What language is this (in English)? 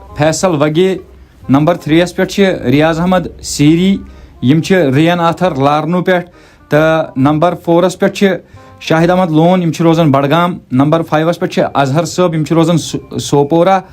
Kashmiri